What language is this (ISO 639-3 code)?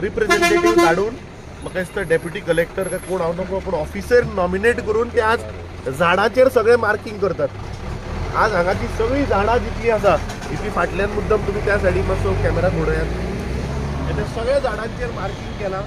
kok